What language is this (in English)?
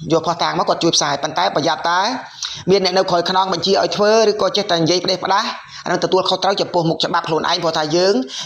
Khmer